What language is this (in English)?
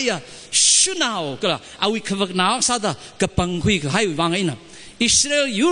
Tangkhul Naga (India)